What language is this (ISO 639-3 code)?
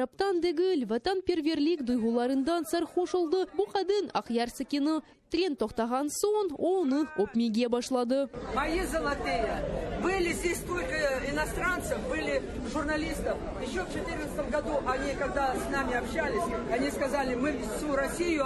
crh